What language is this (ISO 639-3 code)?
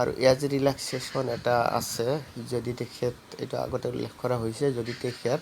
asm